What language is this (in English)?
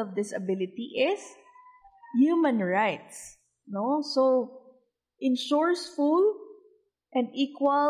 Hiligaynon